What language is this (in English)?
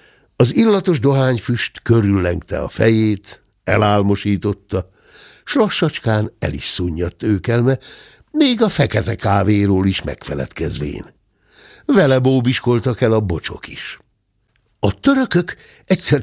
Hungarian